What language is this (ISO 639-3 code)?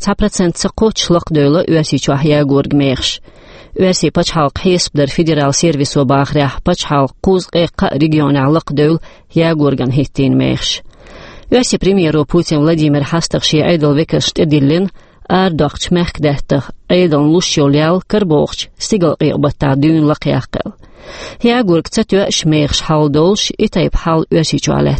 che